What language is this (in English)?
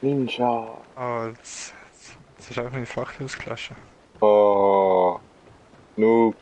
Swiss German